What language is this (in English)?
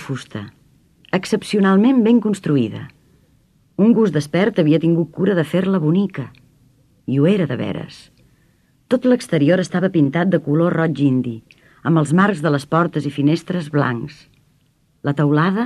Catalan